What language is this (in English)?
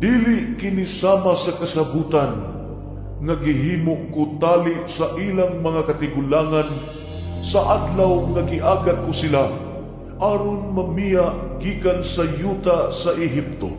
Cebuano